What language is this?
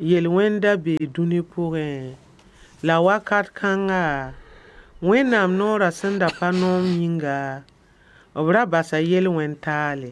Mossi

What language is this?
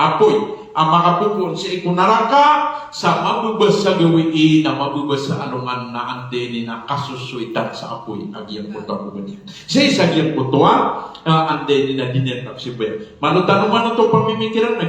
Maranao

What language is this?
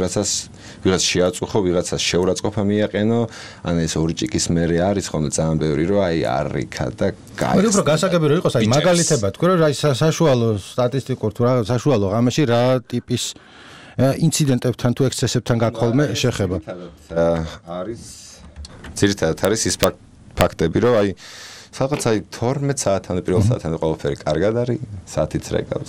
Georgian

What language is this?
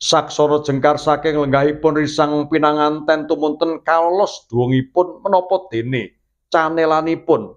Javanese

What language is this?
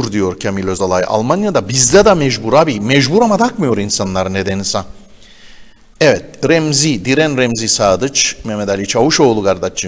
Turkish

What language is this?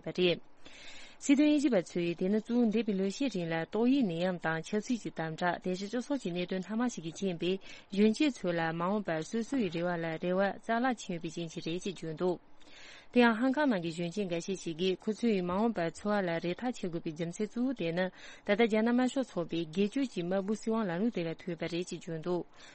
Tibetan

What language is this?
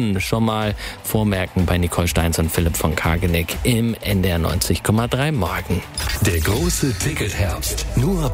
German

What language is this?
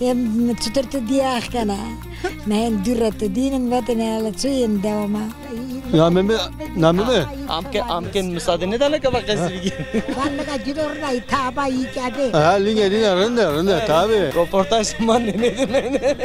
Zaza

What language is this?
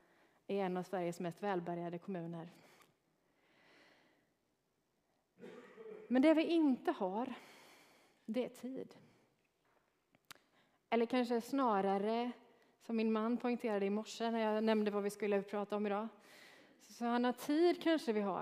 Swedish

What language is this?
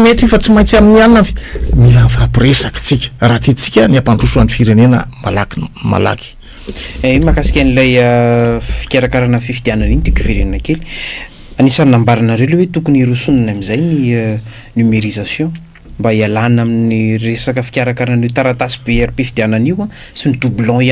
Malagasy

